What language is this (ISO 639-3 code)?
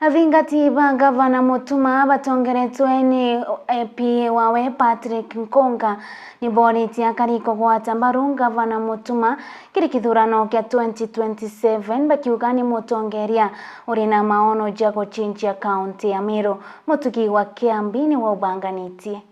mer